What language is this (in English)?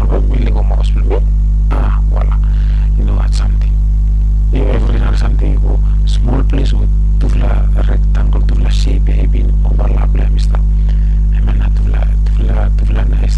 Bislama